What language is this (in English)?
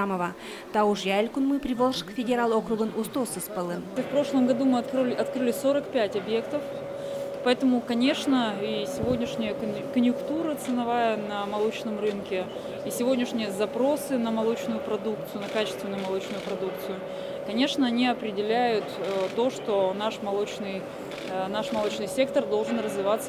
Udmurt